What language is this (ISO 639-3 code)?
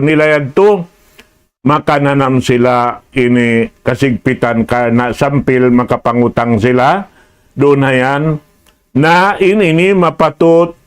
tsg